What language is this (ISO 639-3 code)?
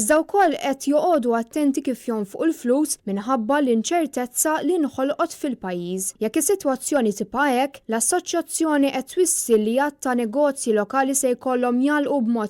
mlt